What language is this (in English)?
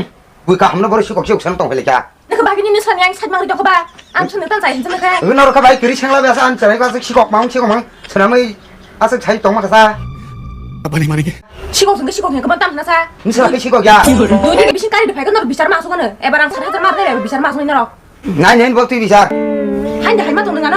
Kok Borok